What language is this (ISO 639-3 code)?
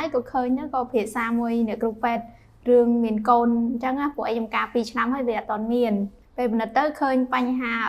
khm